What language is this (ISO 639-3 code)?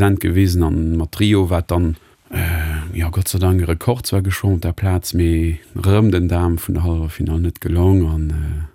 ltz